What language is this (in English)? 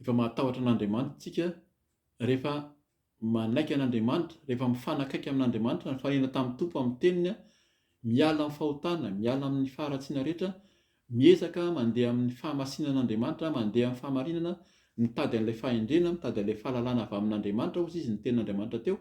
Malagasy